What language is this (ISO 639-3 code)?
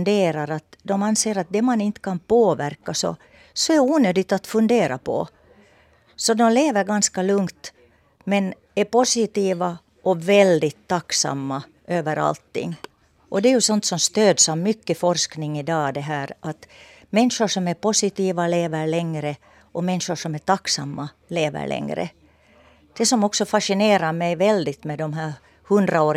swe